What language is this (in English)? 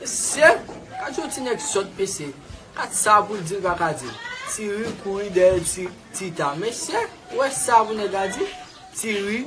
Haitian Creole